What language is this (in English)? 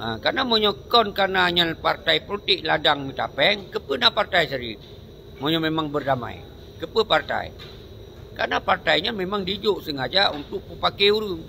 Achinese